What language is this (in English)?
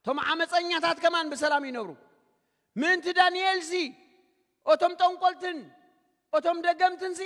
Tigrinya